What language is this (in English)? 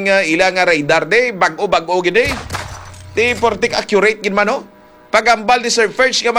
Hiligaynon